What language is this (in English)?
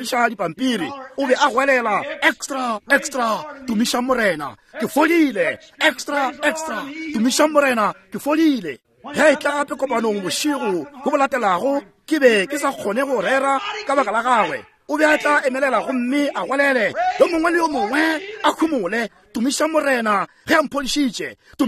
Northern Sotho